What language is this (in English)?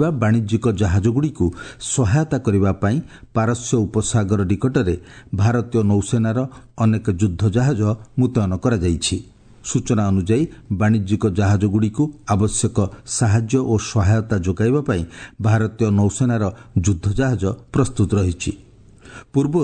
Odia